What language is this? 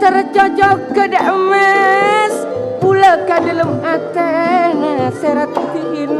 Madurese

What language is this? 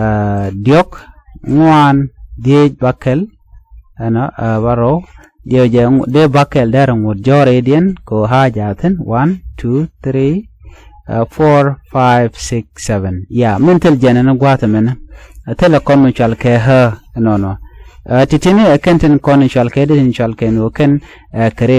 Nuer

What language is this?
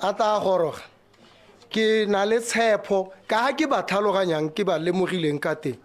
Tswana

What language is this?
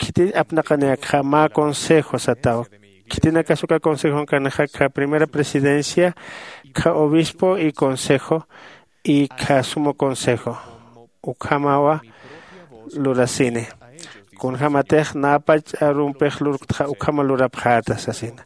Aymara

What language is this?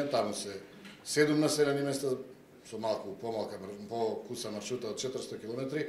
Macedonian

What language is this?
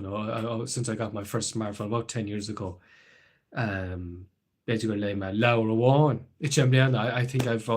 Irish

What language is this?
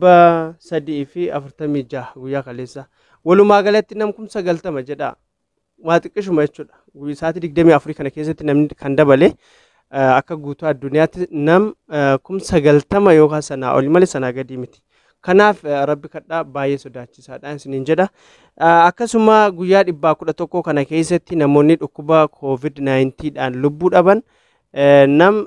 Oromo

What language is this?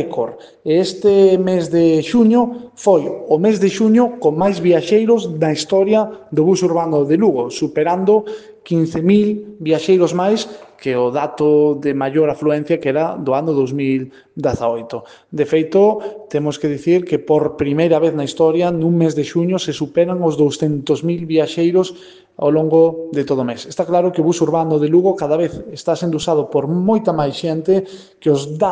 Galician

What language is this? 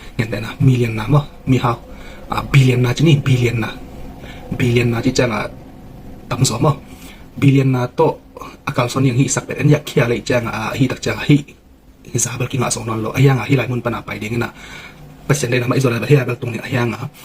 Tedim Chin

